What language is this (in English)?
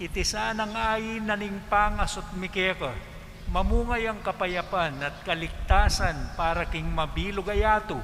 Pampanga